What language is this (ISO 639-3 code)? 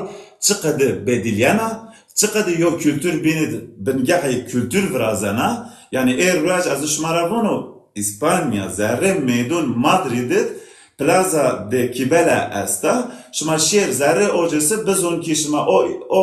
zza